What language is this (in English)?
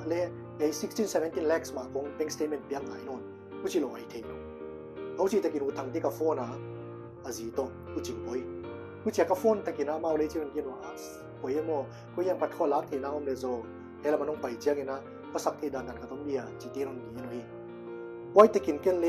Paite Chin